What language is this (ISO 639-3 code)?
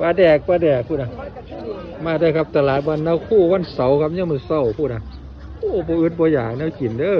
tts